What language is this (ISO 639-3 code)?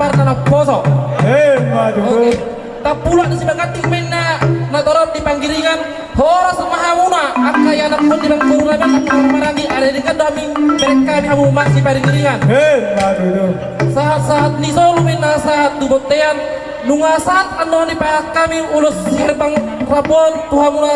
bbc